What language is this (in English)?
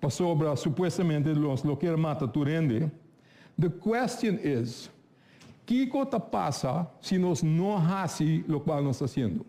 Papiamento